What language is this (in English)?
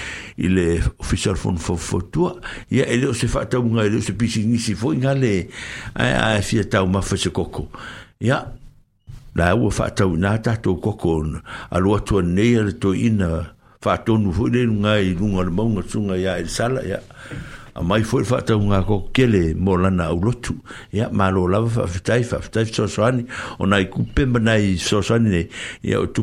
Samoan